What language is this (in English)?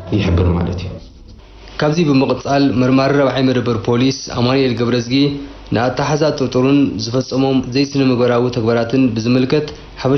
Tigrinya